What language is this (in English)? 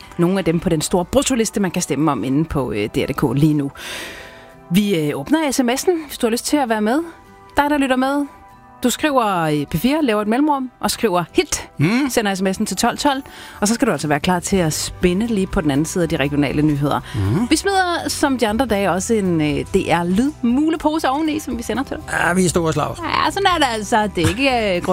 Danish